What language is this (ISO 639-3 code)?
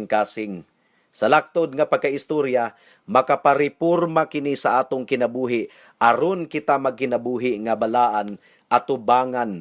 ceb